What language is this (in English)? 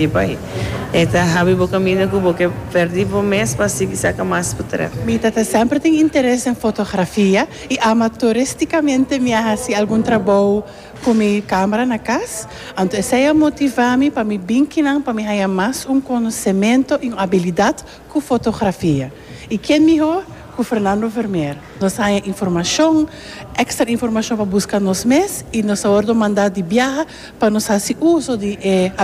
Papiamento